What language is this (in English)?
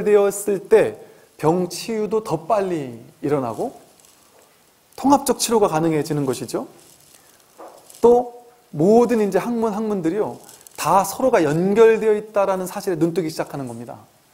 Korean